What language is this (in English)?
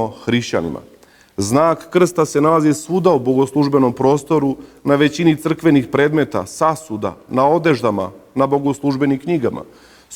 Serbian